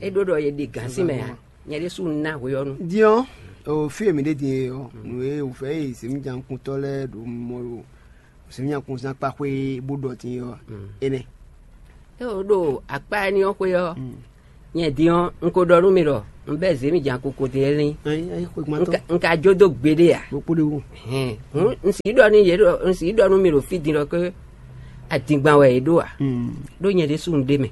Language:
Fon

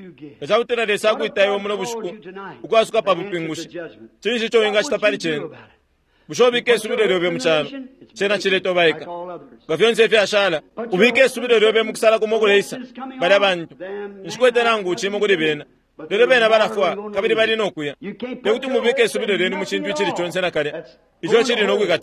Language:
Bemba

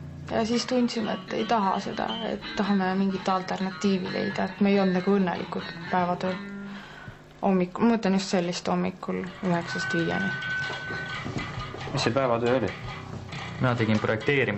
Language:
Estonian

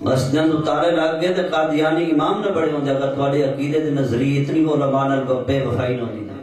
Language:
Saraiki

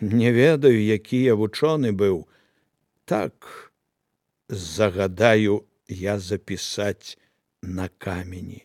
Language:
Belarusian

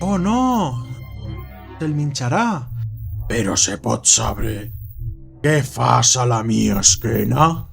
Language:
Aragonese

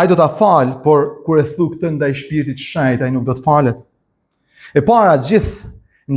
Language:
Albanian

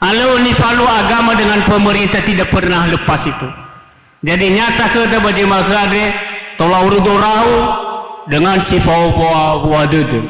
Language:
Nias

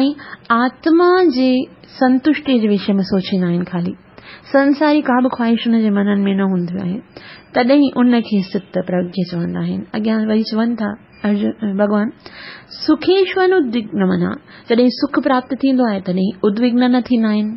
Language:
Sindhi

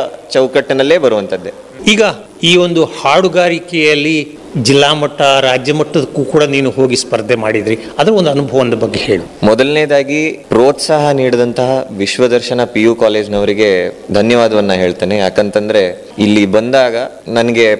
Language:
Kannada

